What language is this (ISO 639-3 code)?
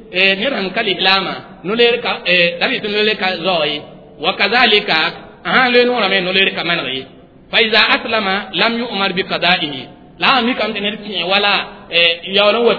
mos